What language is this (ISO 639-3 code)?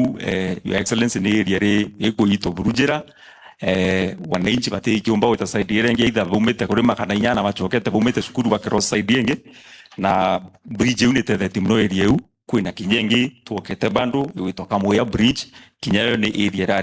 mer